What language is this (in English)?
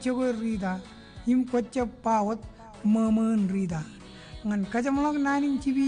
Marshallese